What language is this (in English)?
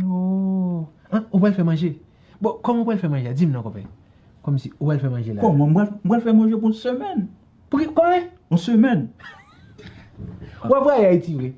Haitian Creole